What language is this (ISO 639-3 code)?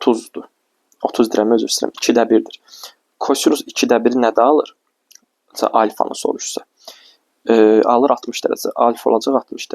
aze